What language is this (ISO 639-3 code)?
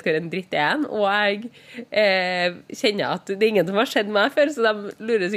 nor